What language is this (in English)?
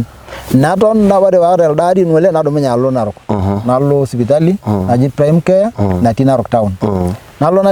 Masai